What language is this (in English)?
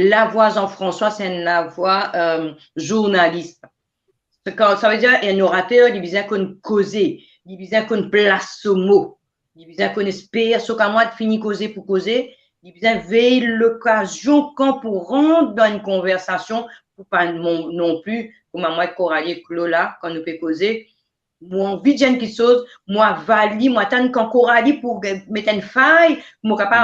Morisyen